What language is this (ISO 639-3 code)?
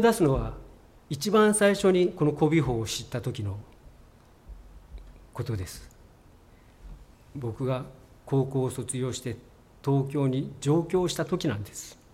jpn